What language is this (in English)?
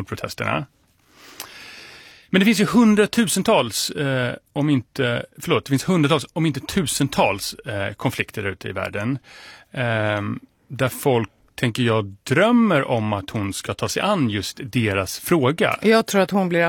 Swedish